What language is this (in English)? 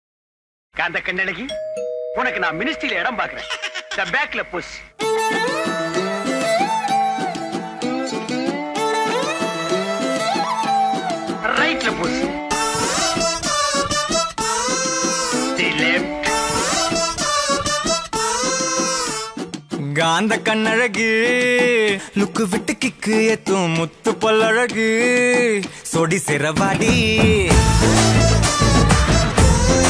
Tamil